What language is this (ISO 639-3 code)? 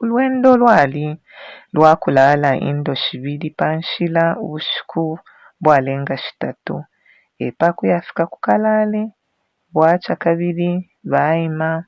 bem